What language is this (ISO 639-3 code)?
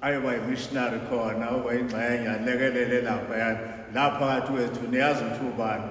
zul